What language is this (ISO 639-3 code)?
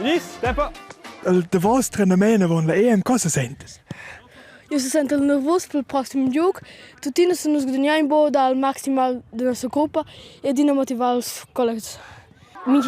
roh